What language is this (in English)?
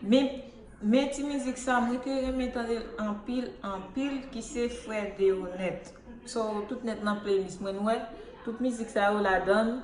Haitian Creole